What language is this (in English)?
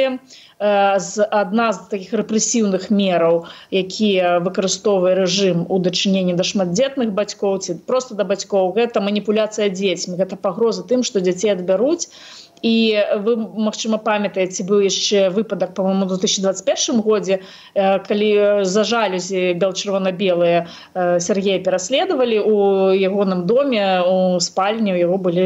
Belarusian